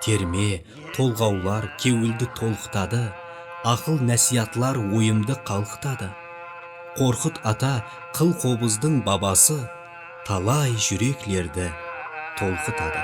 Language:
Kara-Kalpak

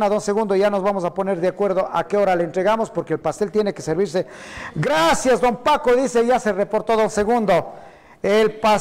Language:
Spanish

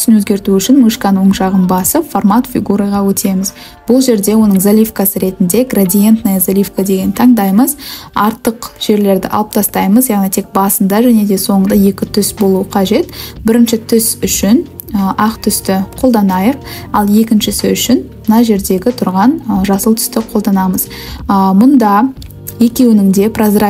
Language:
Kazakh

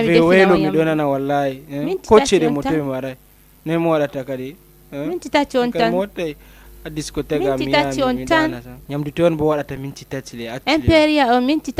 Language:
Fula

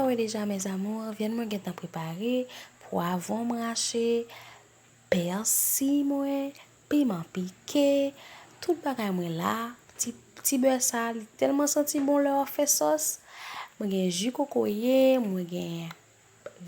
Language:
Haitian Creole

